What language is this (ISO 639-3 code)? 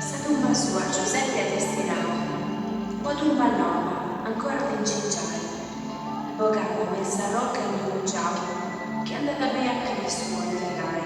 srd